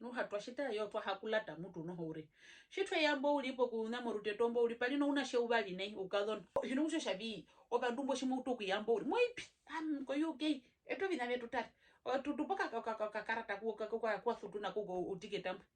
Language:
Herero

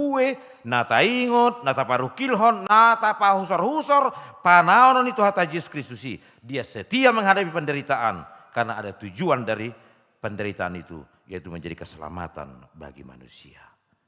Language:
Batak Toba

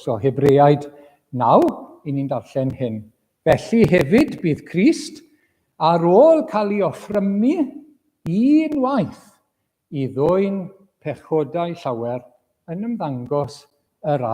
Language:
Welsh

